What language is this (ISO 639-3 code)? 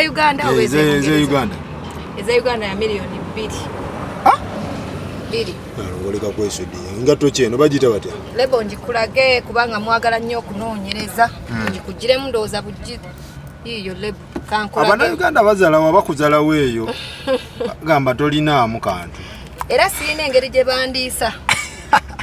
lug